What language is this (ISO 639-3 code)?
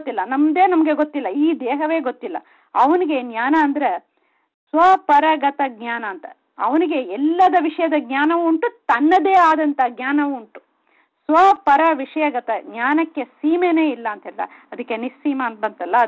kan